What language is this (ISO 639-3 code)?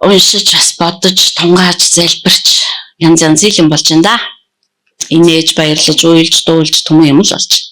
mon